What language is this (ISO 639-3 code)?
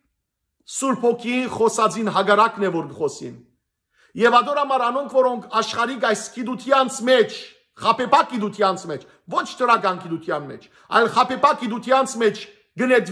hyw